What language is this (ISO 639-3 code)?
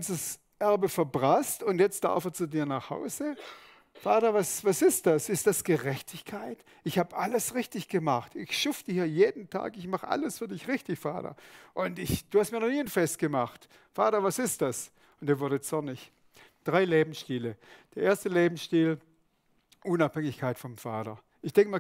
gsw